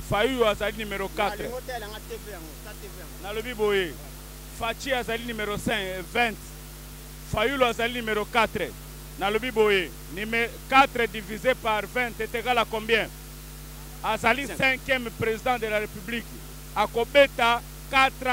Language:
Lingala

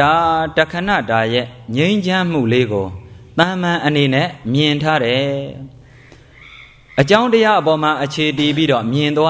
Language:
Burmese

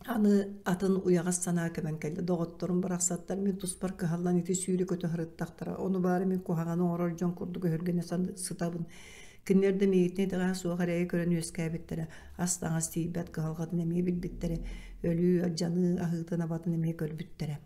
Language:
Yakut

